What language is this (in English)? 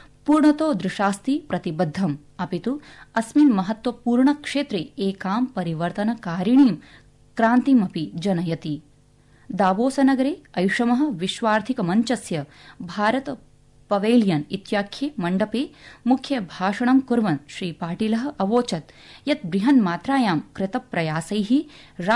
Sanskrit